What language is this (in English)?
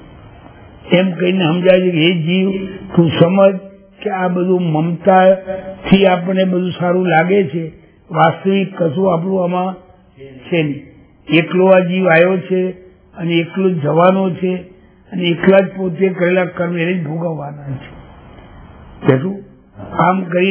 Gujarati